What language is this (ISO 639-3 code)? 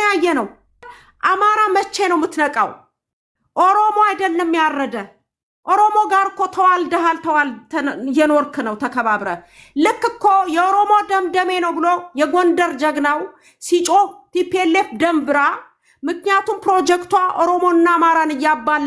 amh